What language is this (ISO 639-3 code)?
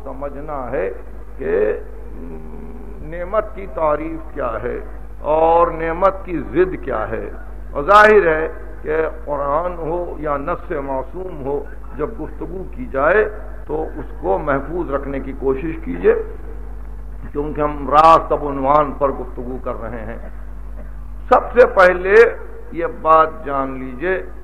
urd